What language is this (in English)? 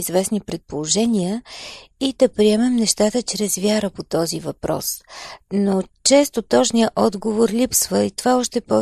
Bulgarian